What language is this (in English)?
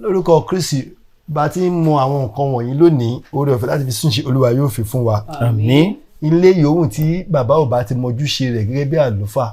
Yoruba